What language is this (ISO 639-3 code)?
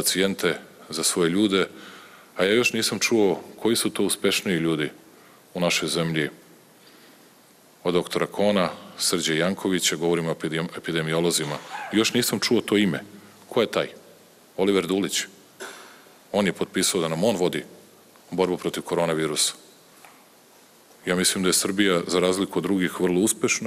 srp